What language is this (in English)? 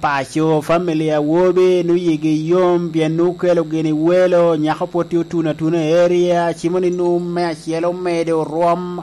Lango (Uganda)